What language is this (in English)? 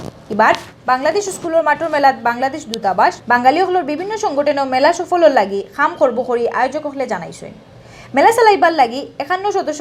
Sylheti